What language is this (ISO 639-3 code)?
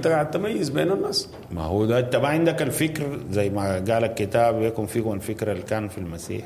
apd